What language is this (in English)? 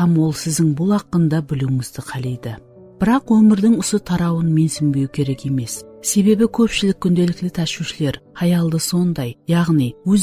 Kara-Kalpak